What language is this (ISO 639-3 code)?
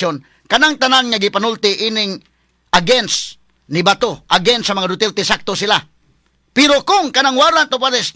ceb